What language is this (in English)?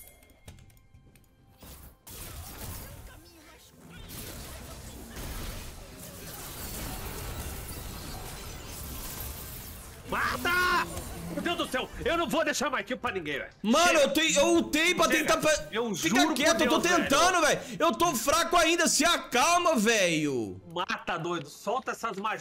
Portuguese